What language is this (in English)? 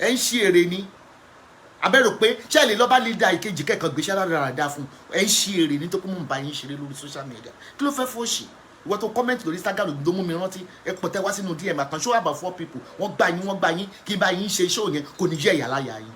Yoruba